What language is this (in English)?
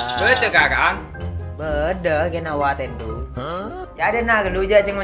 Madurese